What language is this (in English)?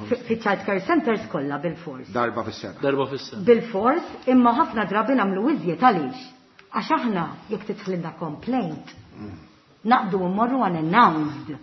Maltese